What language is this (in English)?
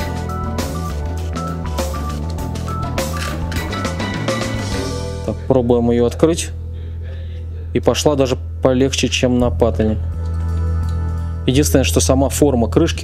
Russian